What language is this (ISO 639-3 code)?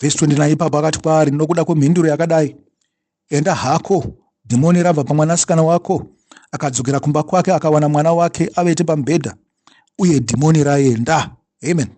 sna